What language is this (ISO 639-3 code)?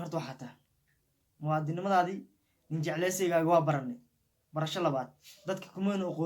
som